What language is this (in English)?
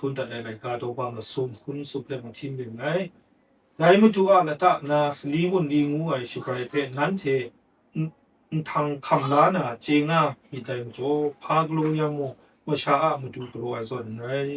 Kachin